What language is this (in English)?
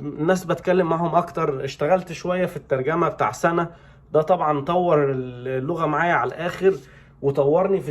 Egyptian Arabic